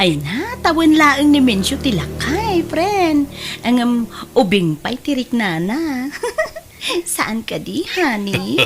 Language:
Iloko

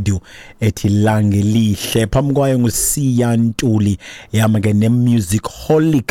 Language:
Xhosa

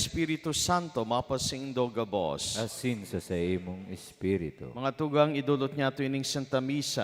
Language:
Bikol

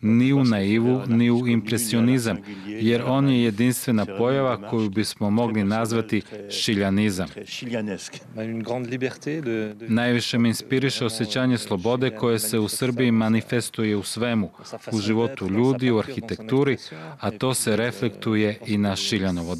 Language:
Serbian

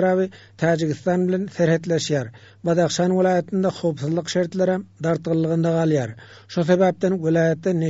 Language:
Turkmen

